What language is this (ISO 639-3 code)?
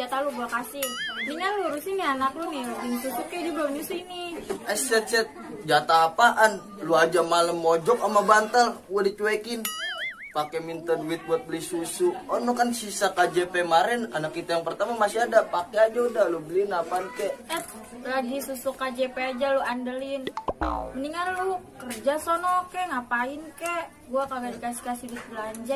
bew